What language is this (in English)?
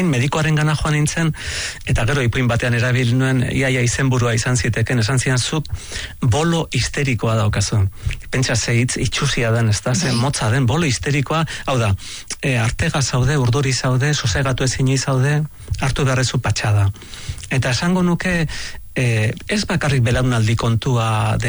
Basque